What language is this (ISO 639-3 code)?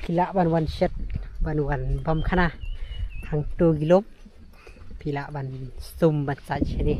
kha